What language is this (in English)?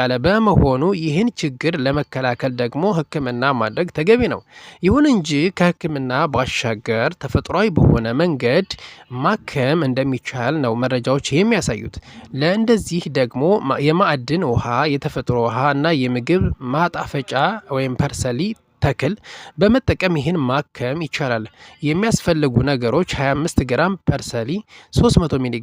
Amharic